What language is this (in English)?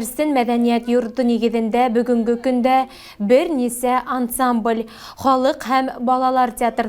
Bashkir